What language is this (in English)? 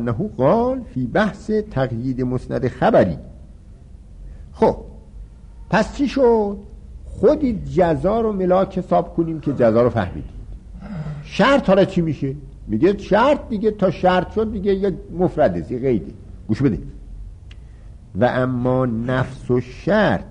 Persian